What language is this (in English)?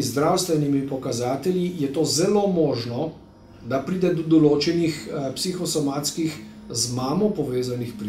Slovenian